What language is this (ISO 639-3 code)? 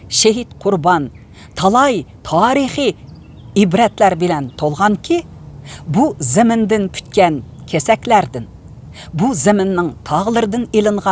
uig